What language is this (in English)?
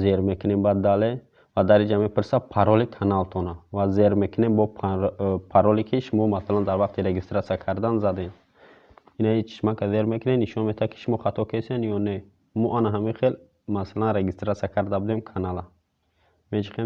Tajik